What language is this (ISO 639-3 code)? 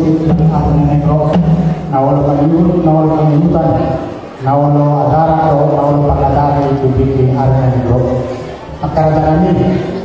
bbc